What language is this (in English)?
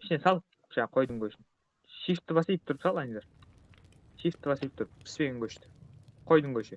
Kara-Kalpak